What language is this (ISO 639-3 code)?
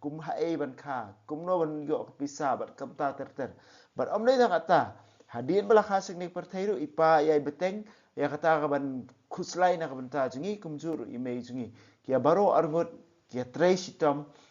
kha